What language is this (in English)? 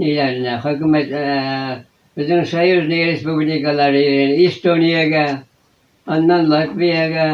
Bashkir